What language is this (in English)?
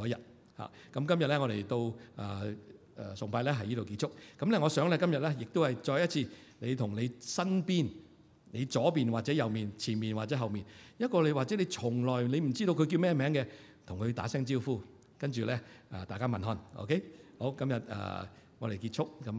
Cantonese